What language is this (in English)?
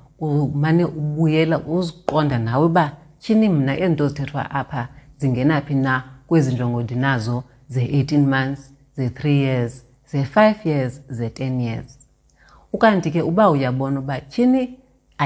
Xhosa